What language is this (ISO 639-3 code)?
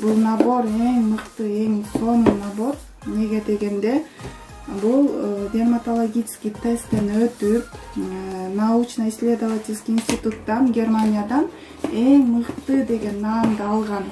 kir